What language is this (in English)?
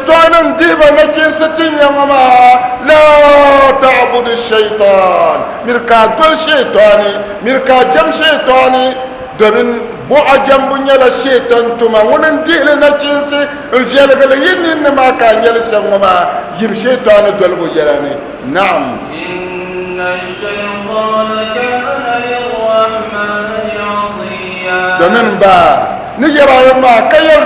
Dagbani